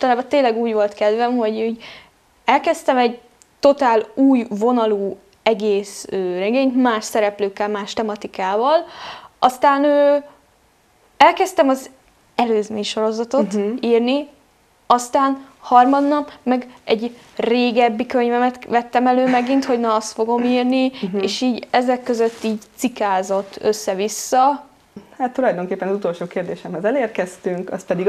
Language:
Hungarian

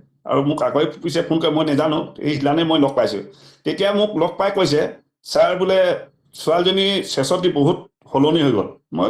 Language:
Assamese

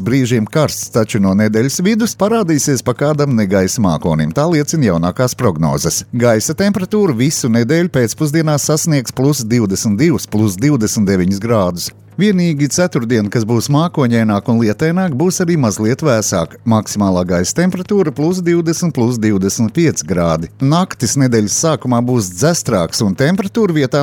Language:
Latvian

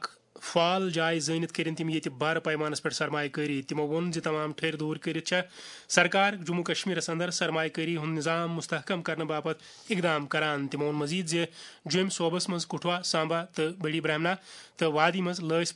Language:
Kashmiri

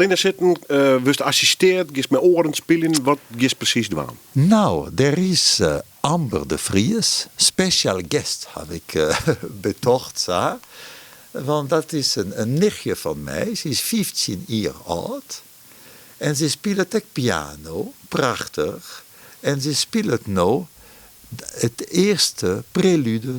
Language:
Western Frisian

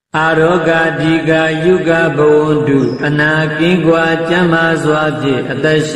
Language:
Burmese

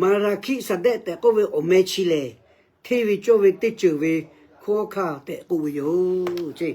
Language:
Lahu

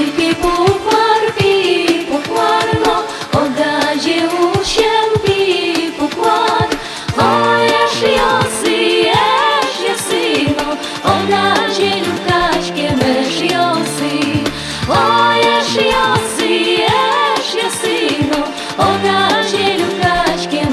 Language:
Udmurt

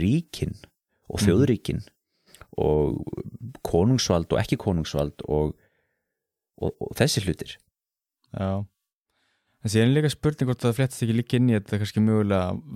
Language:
Icelandic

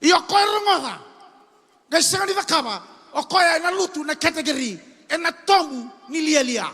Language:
Fijian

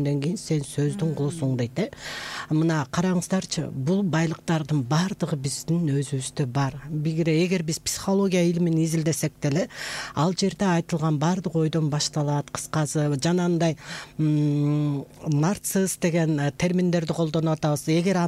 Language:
Kyrgyz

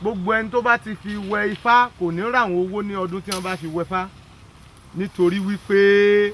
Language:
Yoruba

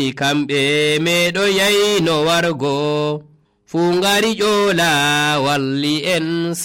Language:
Nigerian Fulfulde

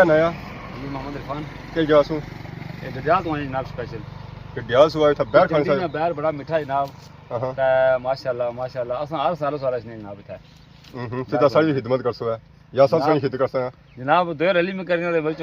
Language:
Pahari-Potwari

